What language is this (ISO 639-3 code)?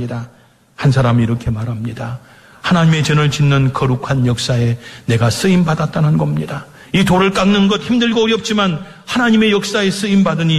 kor